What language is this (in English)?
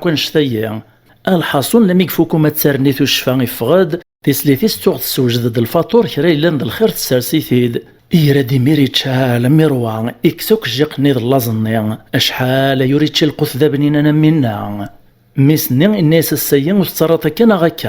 Kabyle